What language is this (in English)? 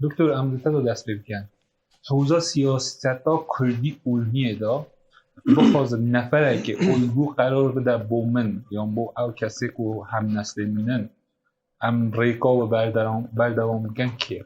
Kurdish